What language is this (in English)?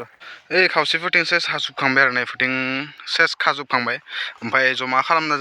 Bodo